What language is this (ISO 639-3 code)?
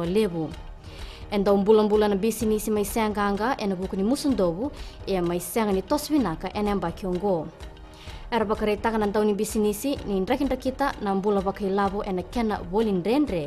fij